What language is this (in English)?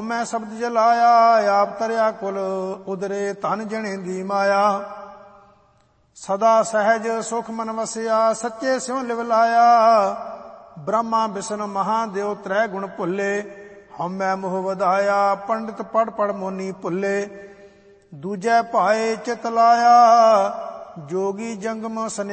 Punjabi